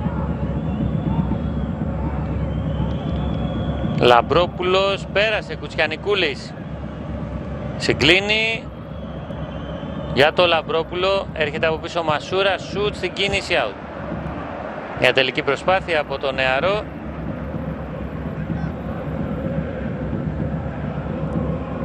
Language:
Greek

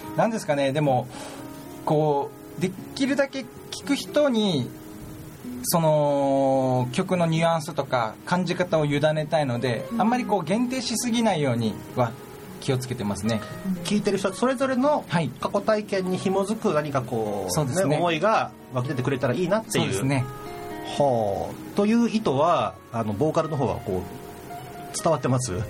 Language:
Japanese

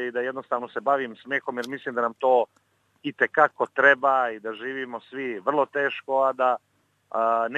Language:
Serbian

